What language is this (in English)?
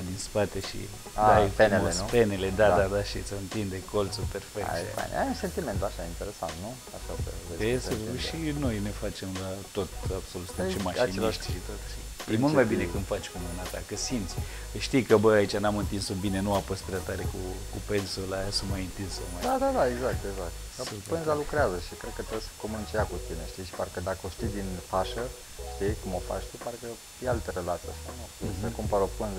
Romanian